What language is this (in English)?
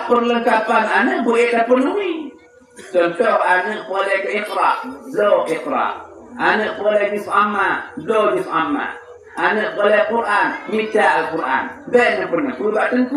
Achinese